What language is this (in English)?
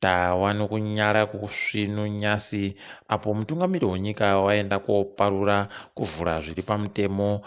Ndau